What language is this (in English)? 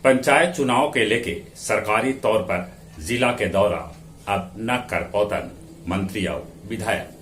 Magahi